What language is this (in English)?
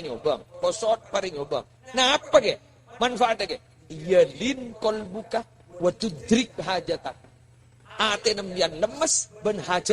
Madurese